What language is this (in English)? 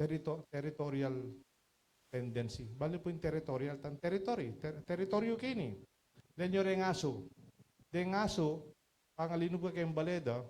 Pampanga